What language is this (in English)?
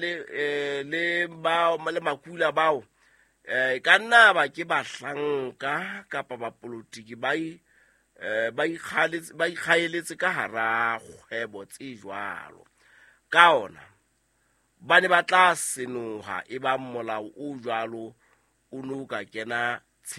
Southern Sotho